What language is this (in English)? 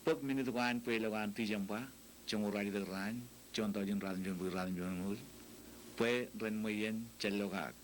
Marshallese